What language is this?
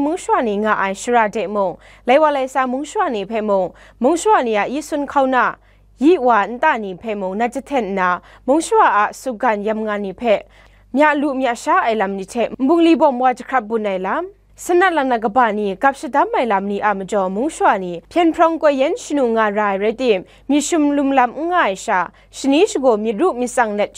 Kachin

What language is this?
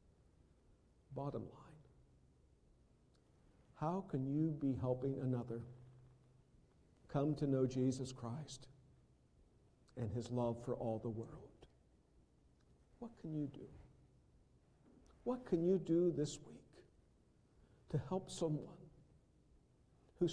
English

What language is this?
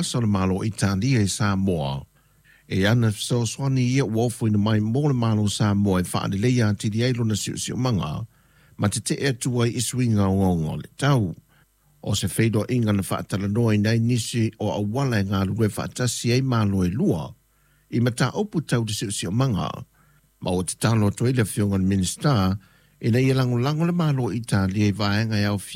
Samoan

